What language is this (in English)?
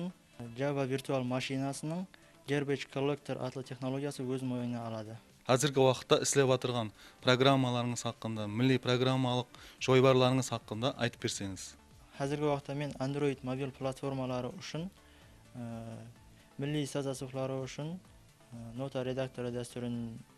Kara-Kalpak